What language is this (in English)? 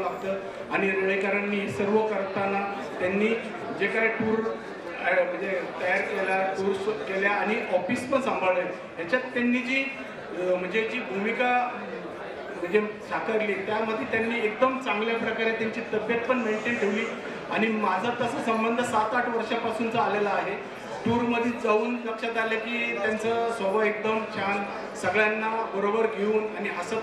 Marathi